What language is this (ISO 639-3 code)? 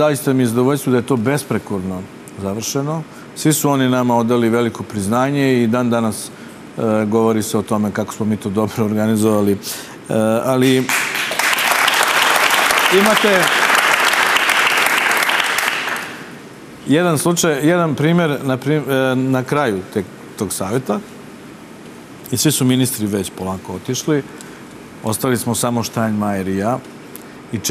srp